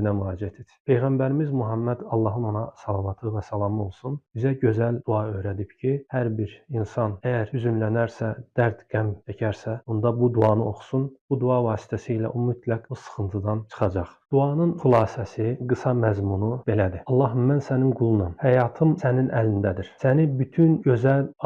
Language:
Azerbaijani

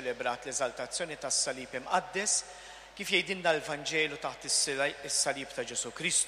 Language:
Maltese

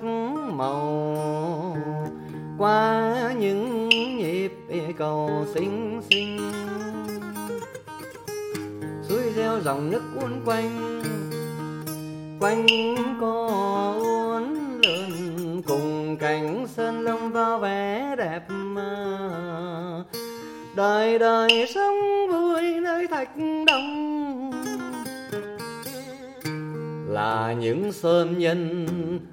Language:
Vietnamese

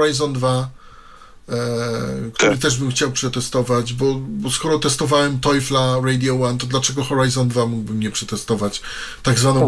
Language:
Polish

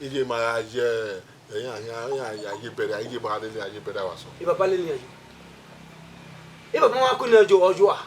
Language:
Bini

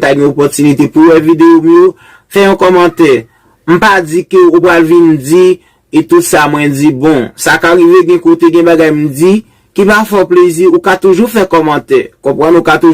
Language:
Haitian Creole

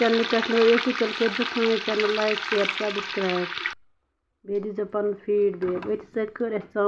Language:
Kashmiri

